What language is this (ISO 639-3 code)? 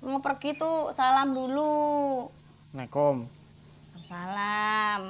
bew